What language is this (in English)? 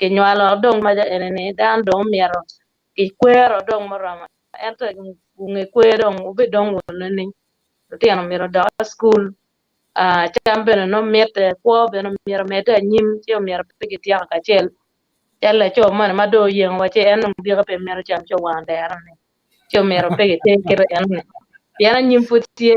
Acoli